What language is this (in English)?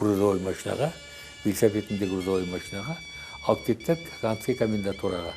Crimean Tatar